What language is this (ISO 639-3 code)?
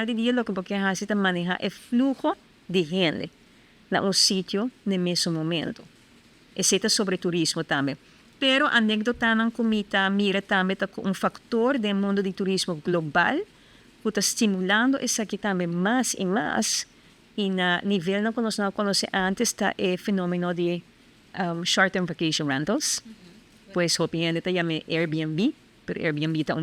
pap